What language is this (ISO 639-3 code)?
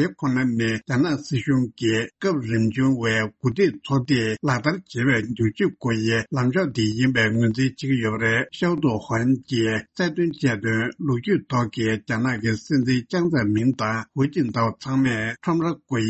bod